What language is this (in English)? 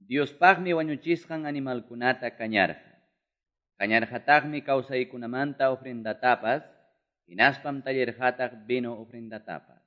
Quechua